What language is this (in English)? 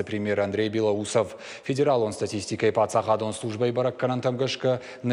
Ossetic